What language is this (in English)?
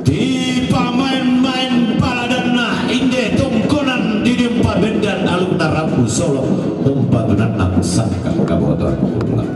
Toraja-Sa'dan